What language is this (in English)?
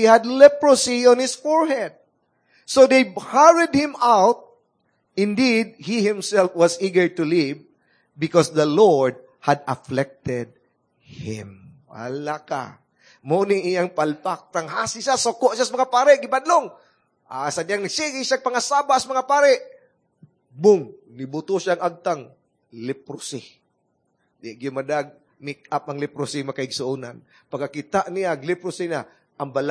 Cebuano